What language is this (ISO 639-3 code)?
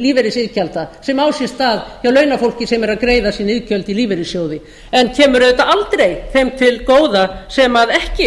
isl